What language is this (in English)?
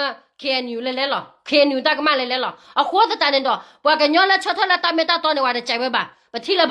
S'gaw Karen